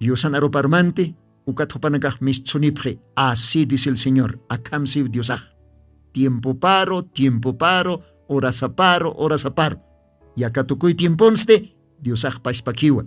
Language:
Aymara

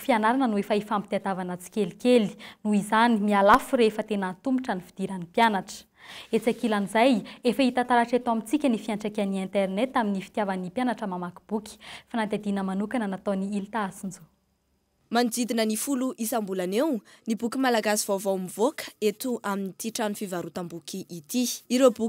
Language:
Malagasy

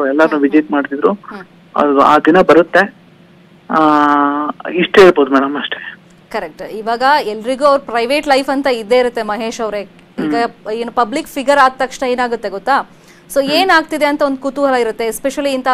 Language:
Kannada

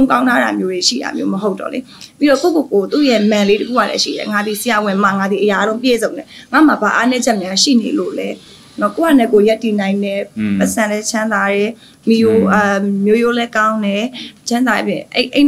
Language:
Burmese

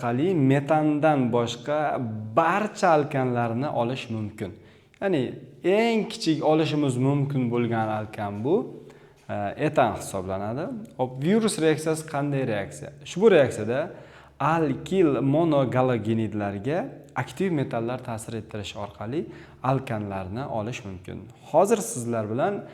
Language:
Uzbek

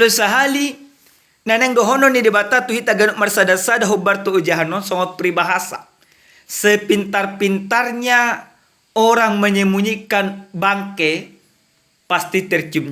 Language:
Batak Toba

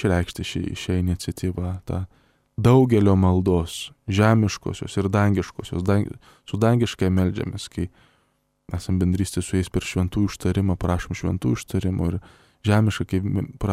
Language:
Lithuanian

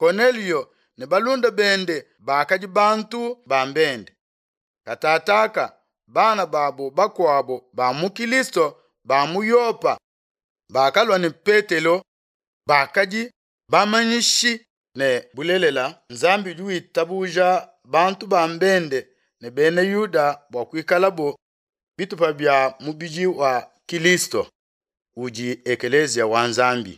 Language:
Luba-Lulua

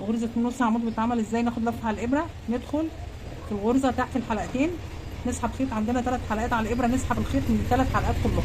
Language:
Egyptian Arabic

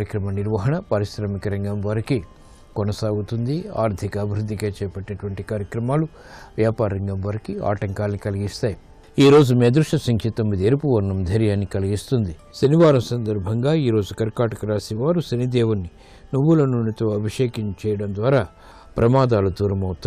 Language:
Telugu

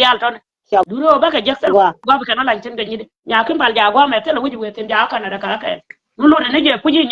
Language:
Nuer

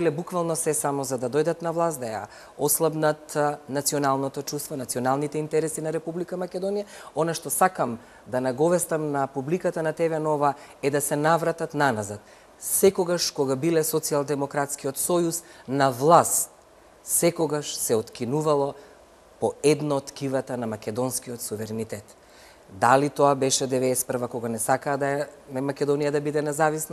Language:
Macedonian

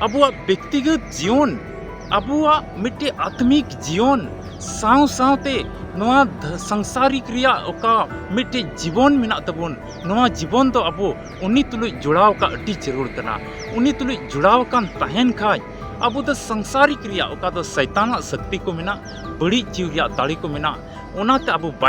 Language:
Santali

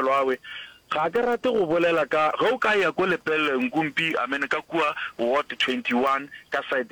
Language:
Northern Sotho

